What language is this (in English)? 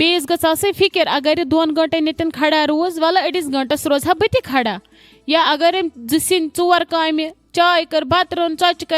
Kashmiri